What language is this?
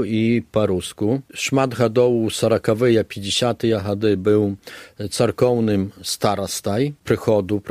Belarusian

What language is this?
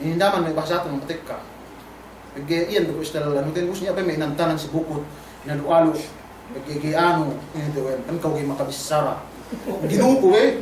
Yakan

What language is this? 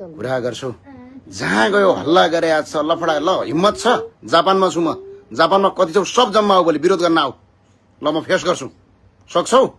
Nepali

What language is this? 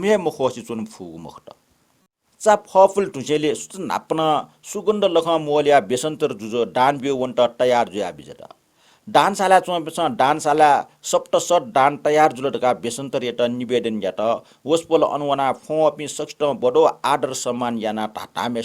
Newari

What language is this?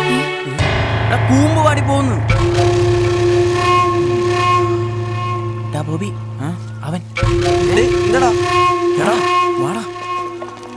Malayalam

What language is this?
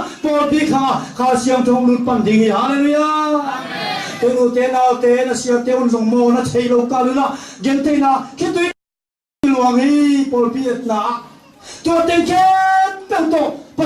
Tedim Chin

